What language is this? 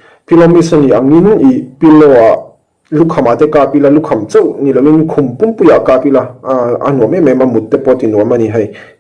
Mizo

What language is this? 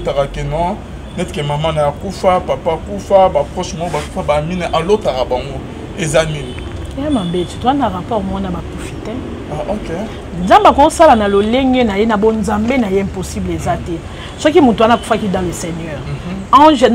Lingala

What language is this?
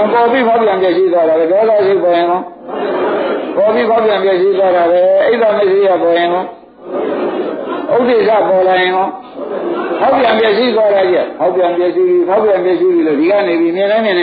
Burmese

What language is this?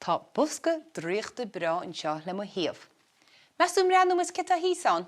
Irish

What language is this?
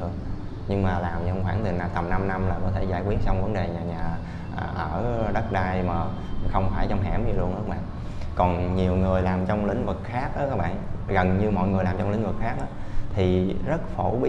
Vietnamese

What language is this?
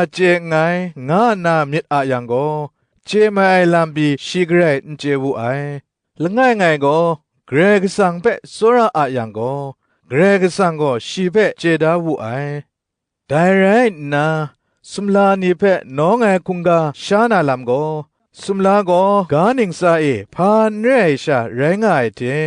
Kachin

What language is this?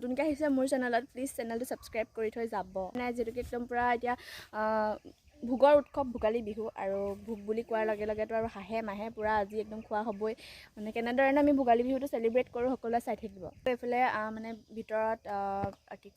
Assamese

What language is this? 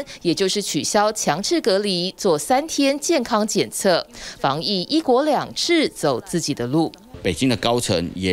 Chinese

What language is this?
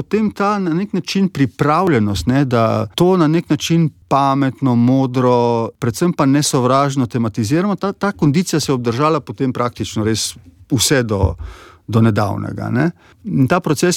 Slovenian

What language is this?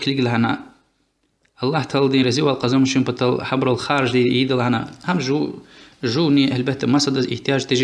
Lezghian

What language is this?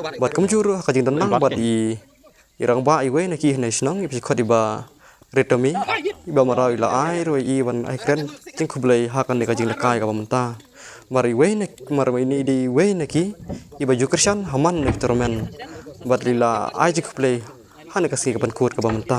Khasi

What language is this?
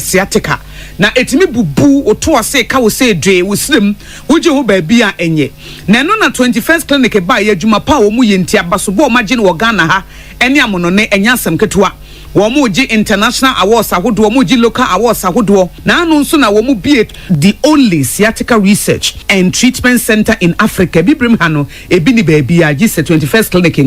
Akan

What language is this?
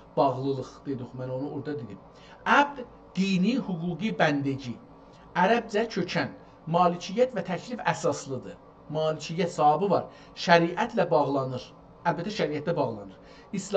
South Azerbaijani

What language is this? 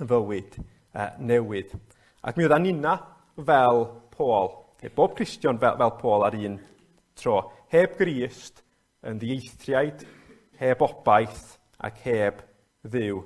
Welsh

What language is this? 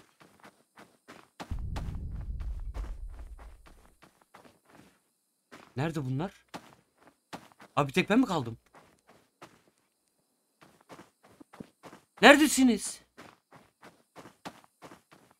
Turkish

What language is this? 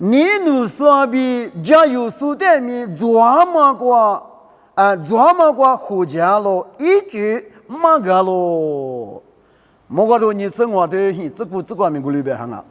Lisu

